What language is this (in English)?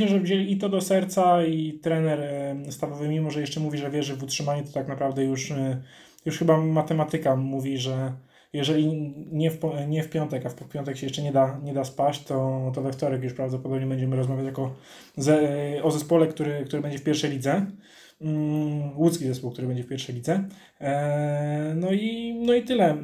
Polish